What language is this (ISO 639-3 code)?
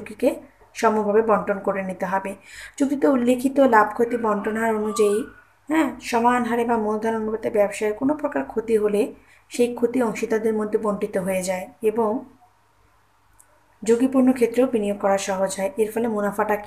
ben